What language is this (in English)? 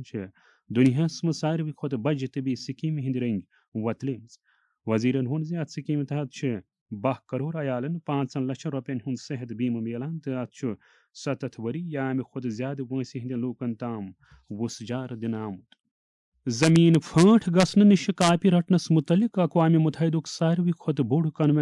Kashmiri